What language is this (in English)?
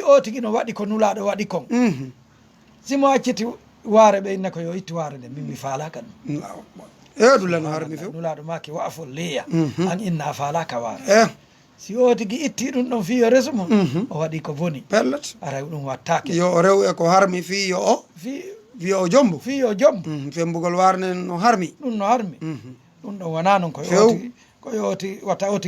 Fula